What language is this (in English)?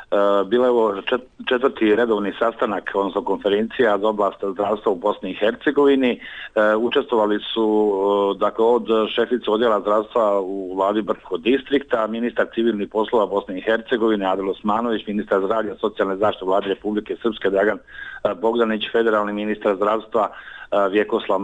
Bosnian